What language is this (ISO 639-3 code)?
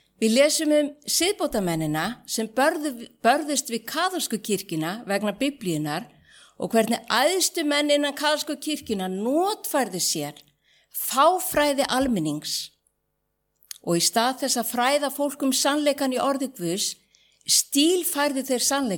isl